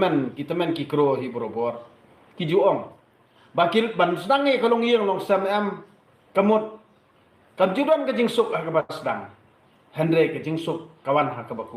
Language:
Khasi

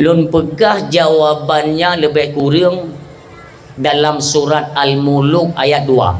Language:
Achinese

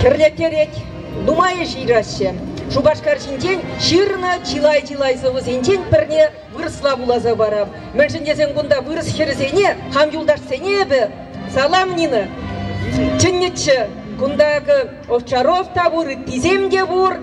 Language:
Chuvash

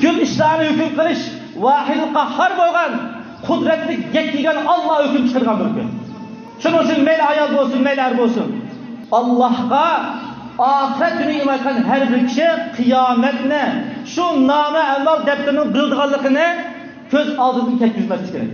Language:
Uyghur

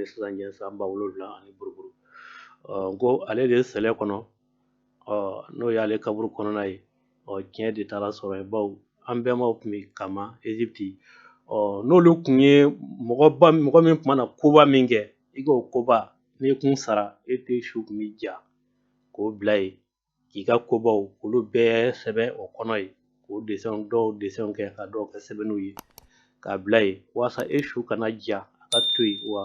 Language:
Bambara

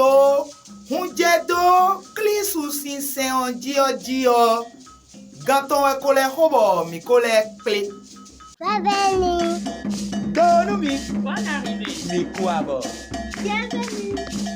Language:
Fon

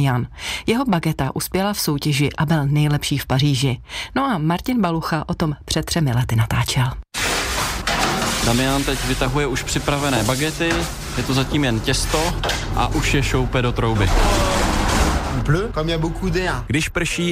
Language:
Czech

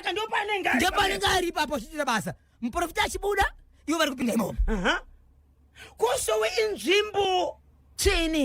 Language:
Shona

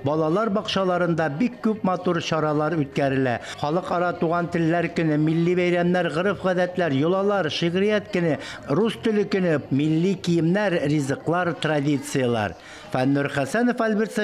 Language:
Tatar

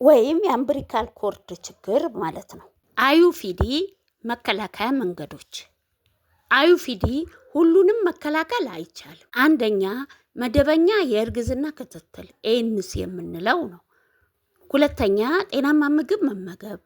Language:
Amharic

